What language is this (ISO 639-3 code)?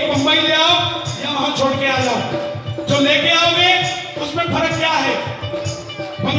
hin